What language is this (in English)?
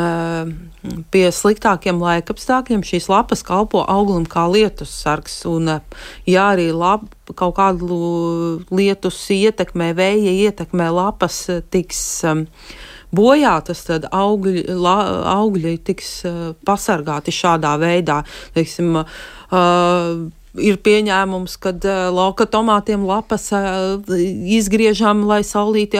Latvian